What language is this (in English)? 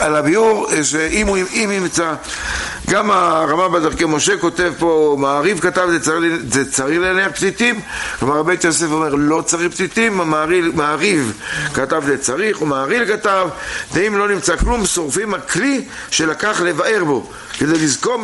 Hebrew